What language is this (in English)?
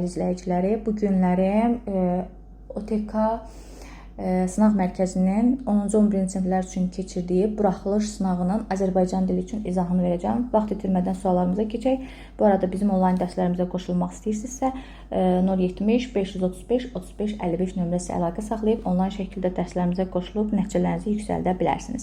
Azerbaijani